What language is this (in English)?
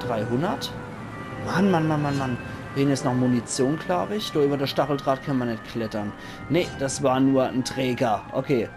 Palatine German